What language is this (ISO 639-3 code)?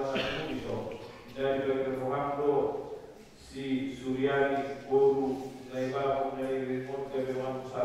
bbc